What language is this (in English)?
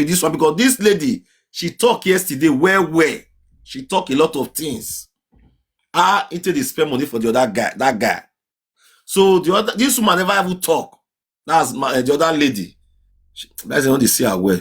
Nigerian Pidgin